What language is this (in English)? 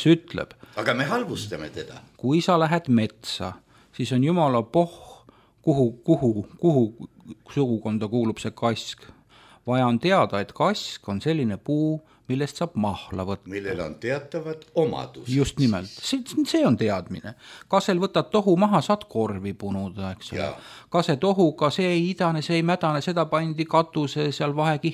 Estonian